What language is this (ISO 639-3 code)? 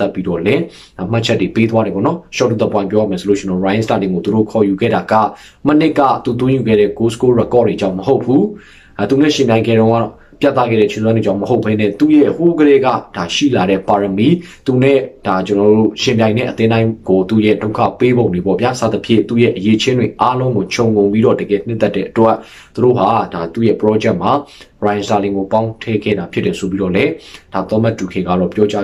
mya